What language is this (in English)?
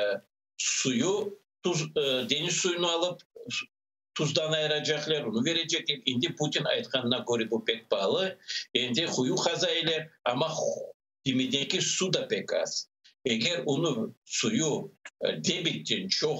Crimean Tatar